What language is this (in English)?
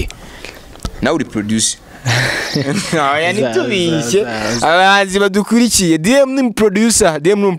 Kinyarwanda